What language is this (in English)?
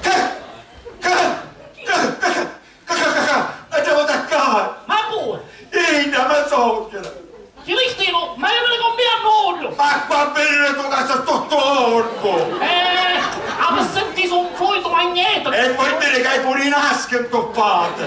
Sicilian